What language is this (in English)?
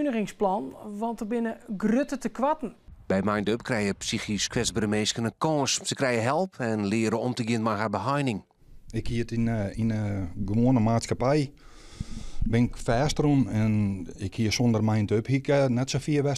Western Frisian